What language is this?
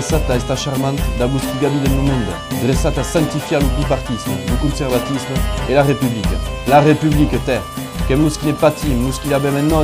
Occitan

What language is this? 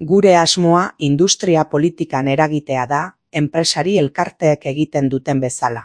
Basque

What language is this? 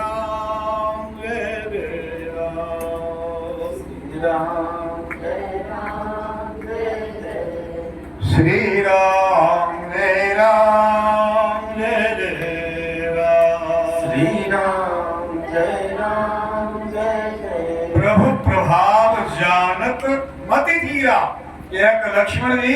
Maithili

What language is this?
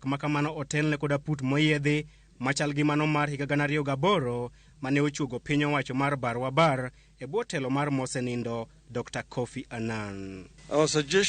Luo (Kenya and Tanzania)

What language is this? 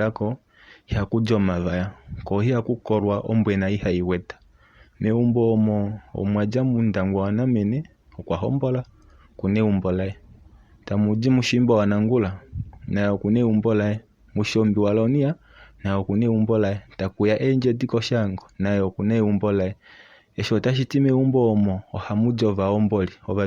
Kuanyama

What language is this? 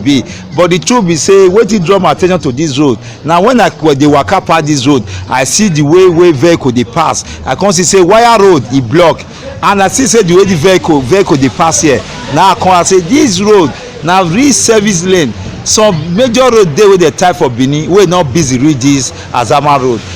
Nigerian Pidgin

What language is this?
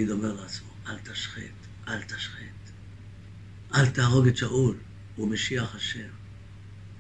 Hebrew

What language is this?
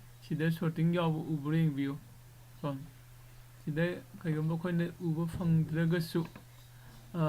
Manipuri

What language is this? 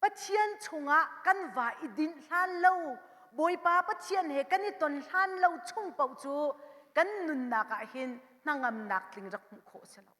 Hakha Chin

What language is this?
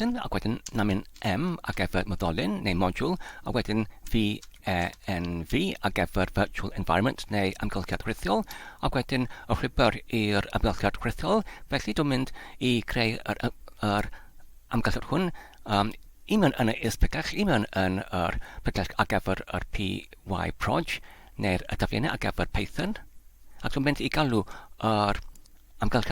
Welsh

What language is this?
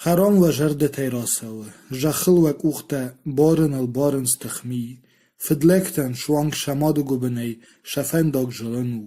Ossetic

